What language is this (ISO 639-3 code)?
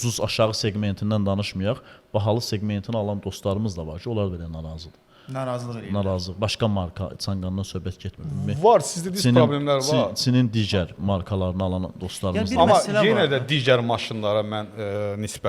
aze